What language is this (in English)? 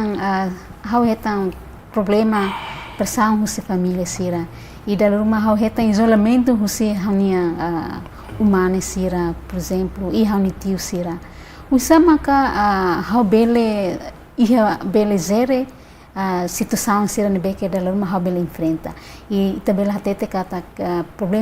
Tetum